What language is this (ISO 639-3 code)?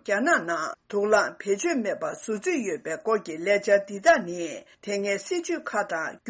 bod